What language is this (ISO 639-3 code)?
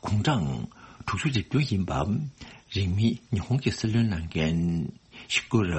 bod